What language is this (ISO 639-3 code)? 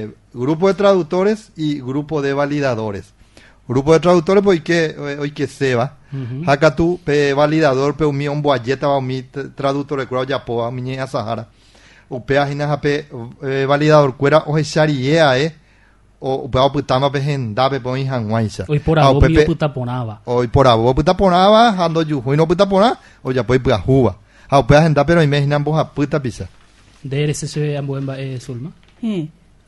grn